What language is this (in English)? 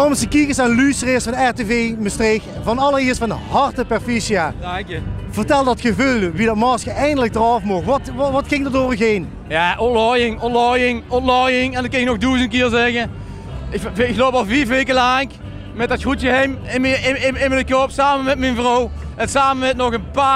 Limburgish